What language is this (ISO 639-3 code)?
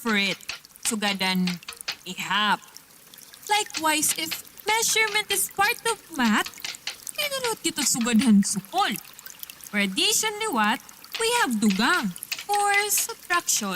war